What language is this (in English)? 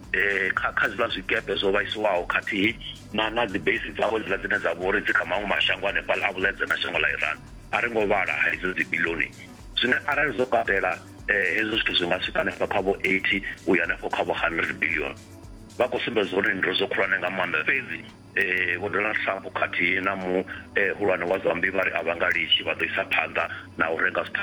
Venda